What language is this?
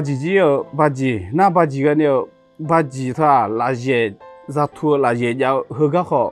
Akha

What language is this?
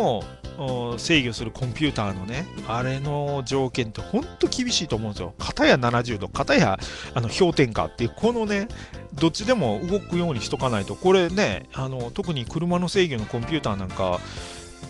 Japanese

